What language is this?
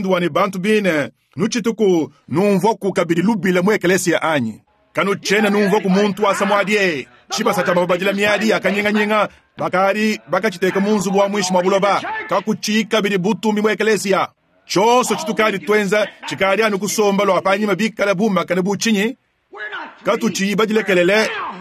Luba-Lulua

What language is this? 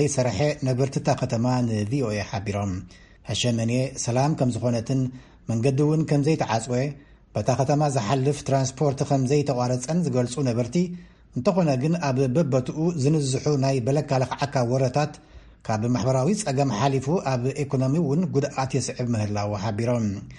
Tigrinya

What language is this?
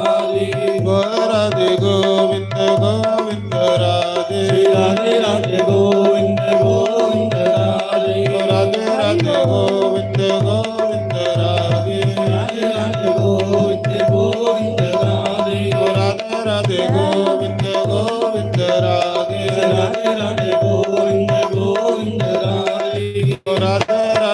Dogri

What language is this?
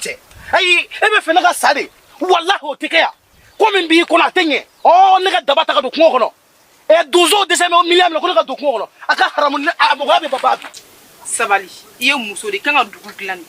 Bambara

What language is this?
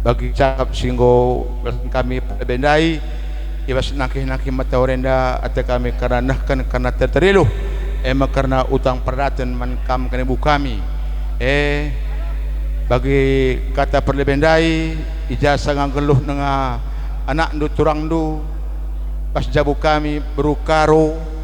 Batak Karo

